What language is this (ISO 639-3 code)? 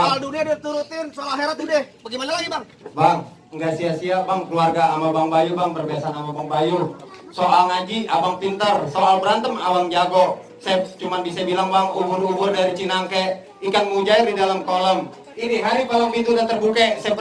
bew